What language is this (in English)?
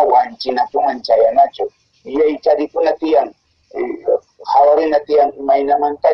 Quechua